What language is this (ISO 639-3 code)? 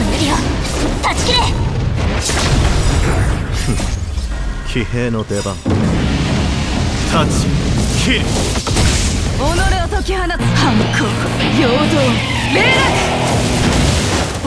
jpn